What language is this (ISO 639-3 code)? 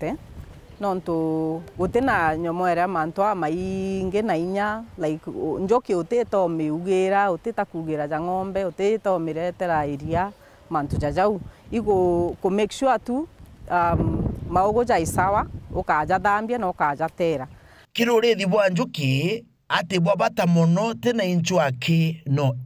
mer